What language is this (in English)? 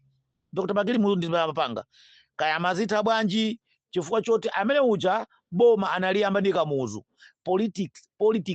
Nyanja